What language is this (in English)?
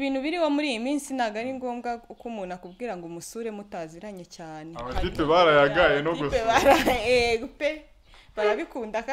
Kinyarwanda